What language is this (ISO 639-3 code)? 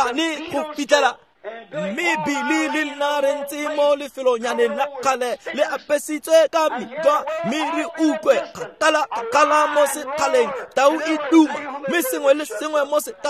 tsn